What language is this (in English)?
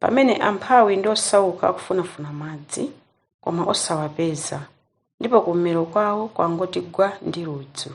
Nyanja